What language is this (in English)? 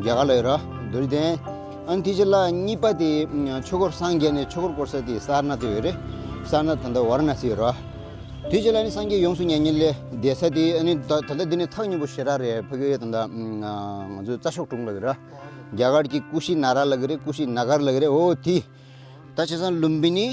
Tibetan